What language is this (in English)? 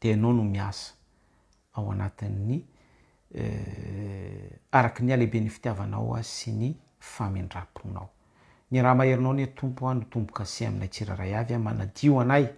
Malagasy